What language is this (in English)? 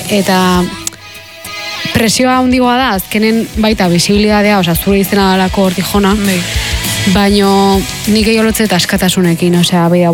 Basque